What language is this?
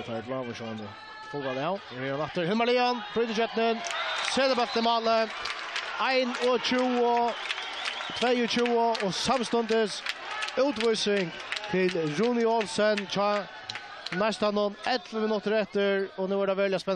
Faroese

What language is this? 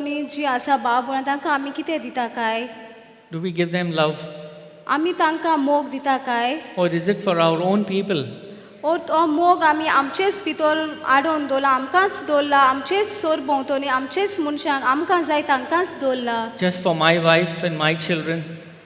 Konkani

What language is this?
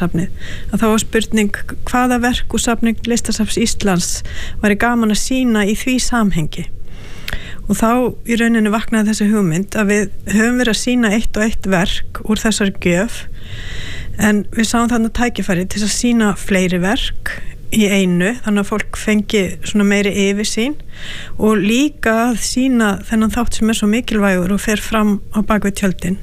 Icelandic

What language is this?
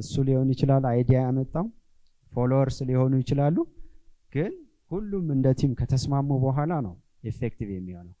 Amharic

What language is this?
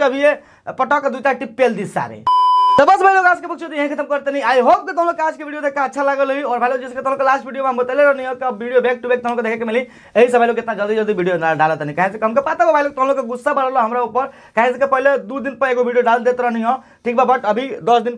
Bhojpuri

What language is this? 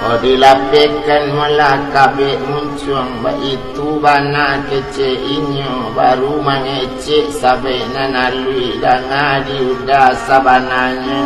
Minangkabau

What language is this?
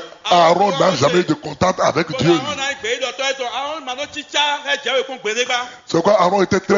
French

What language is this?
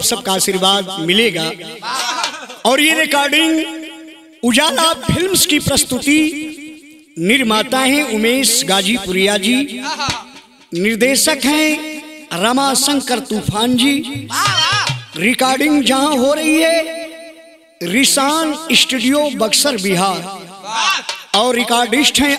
Bhojpuri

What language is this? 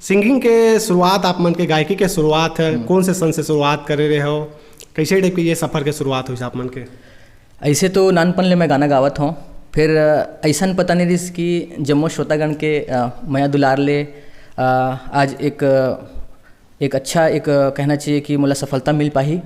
Chhattisgarhi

